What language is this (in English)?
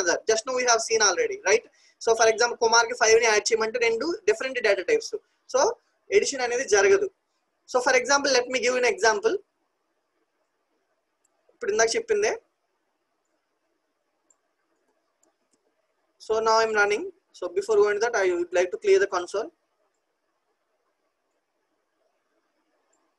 Telugu